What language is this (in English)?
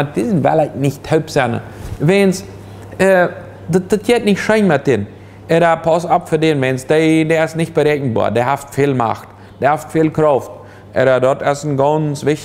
Plautdietsch